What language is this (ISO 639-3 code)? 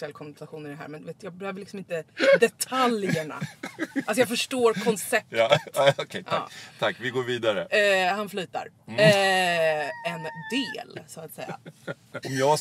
swe